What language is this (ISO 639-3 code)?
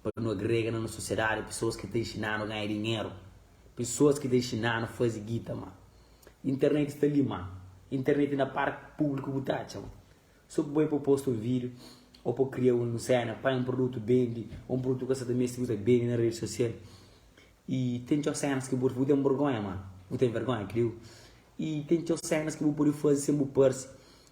kea